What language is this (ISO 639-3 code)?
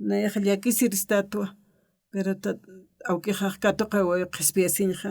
aym